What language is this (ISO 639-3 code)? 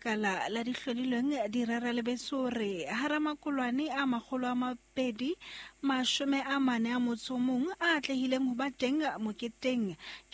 sot